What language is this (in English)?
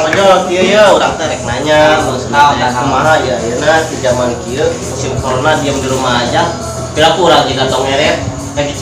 Sundanese